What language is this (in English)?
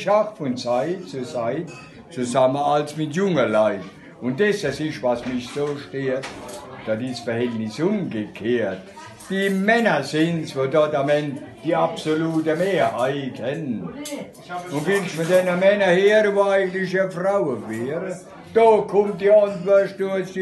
Palatine German